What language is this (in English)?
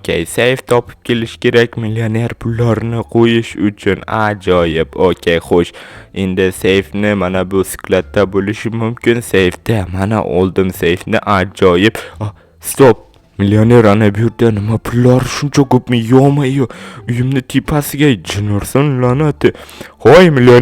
Uzbek